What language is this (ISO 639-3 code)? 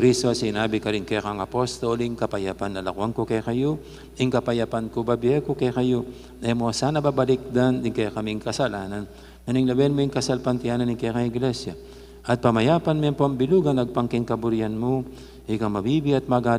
pam